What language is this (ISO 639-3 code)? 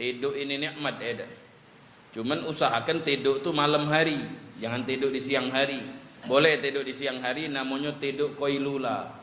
mui